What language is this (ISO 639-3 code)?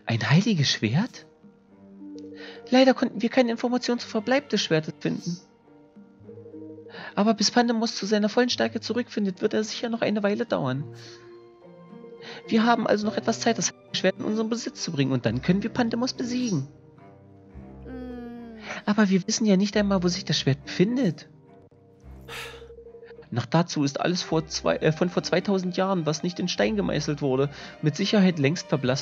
deu